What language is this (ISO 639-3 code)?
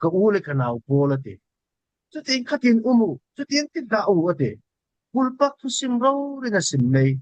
cfm